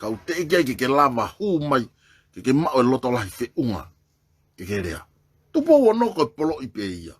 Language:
Tongan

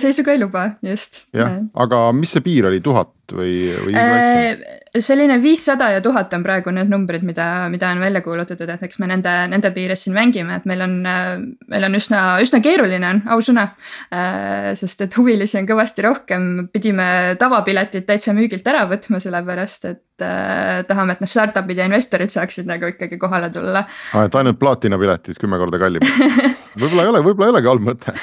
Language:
Estonian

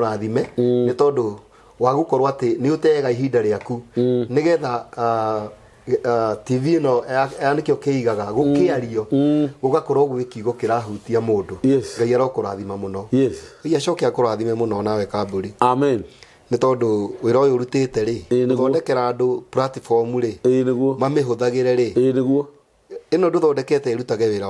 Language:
Kikuyu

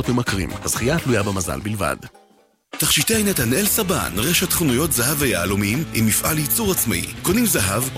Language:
Hebrew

